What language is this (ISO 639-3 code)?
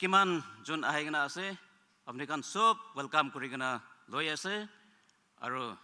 nag